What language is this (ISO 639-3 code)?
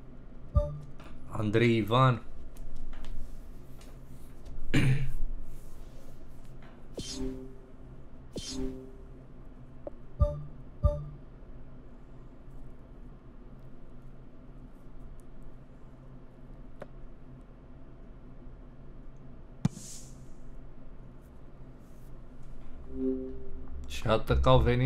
ron